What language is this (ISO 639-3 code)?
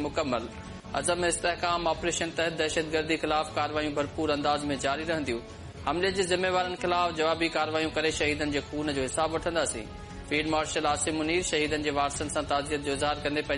snd